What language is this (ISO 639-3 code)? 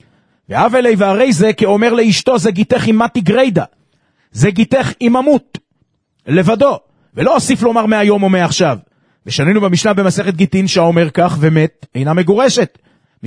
heb